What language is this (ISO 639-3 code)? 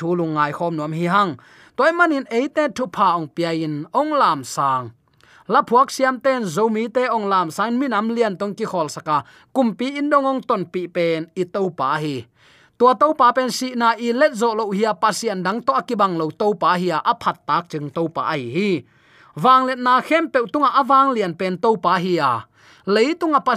ctd